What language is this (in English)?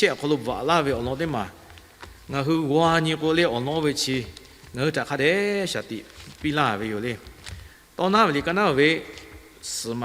Lahu